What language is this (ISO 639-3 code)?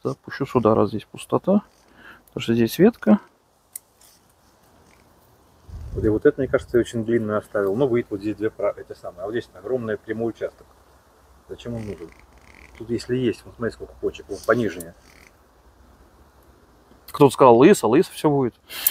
rus